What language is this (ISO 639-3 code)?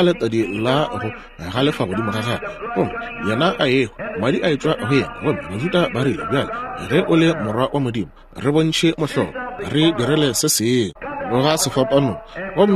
nso